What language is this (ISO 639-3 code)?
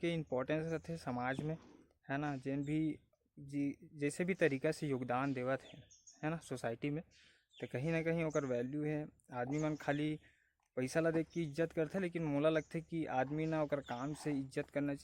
hne